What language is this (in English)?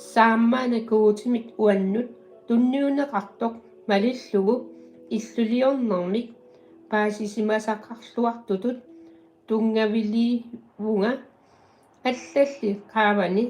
Kalaallisut